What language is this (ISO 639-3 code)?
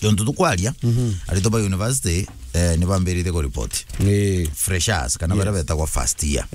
mer